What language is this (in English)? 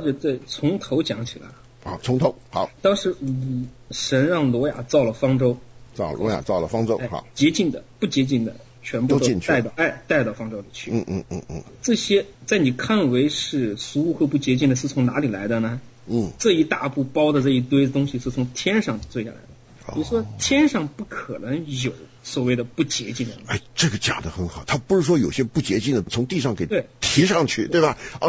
Chinese